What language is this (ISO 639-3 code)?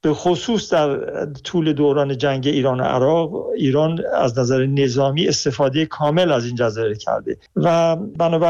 fas